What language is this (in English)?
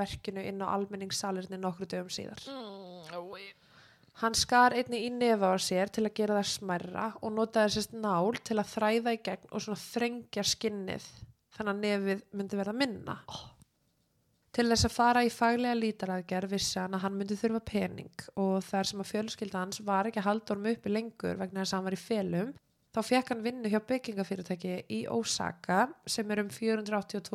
Icelandic